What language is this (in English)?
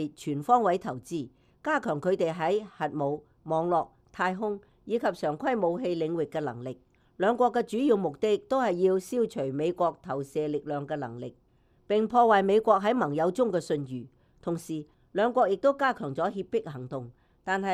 Cantonese